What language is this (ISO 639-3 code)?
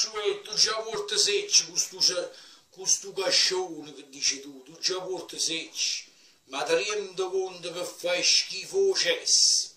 nap